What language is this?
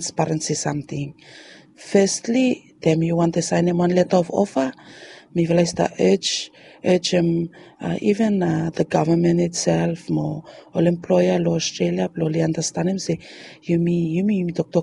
Bislama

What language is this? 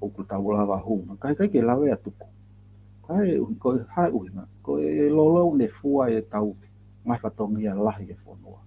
Tongan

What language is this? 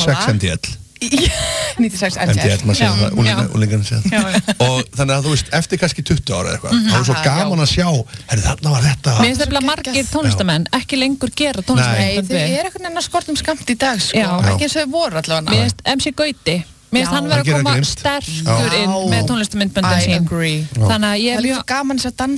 Icelandic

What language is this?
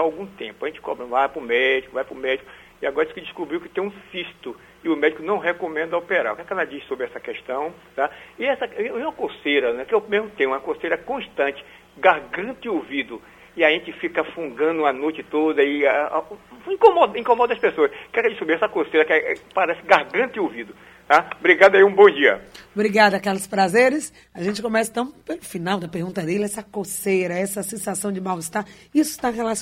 Portuguese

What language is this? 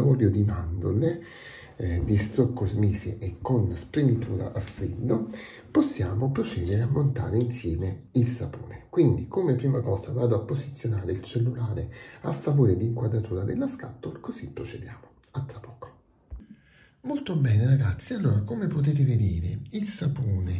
Italian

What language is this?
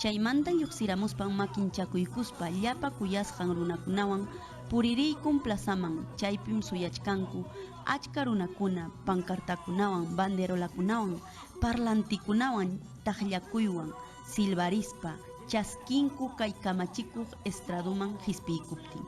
Ayacucho Quechua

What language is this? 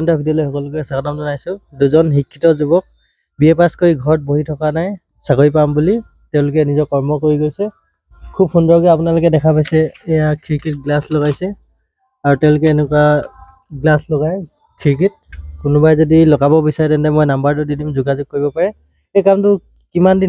Assamese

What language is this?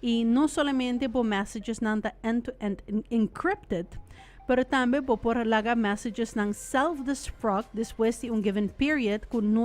Papiamento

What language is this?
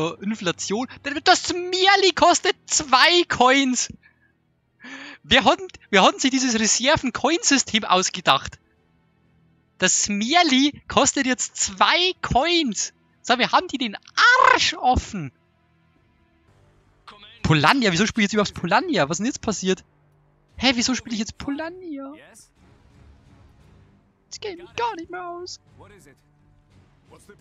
German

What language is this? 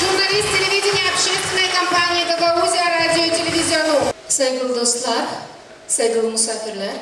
Gagauz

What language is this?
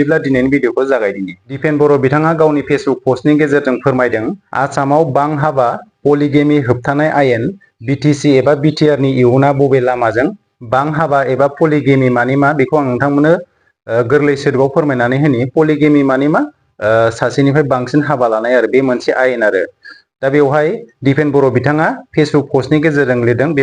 Bodo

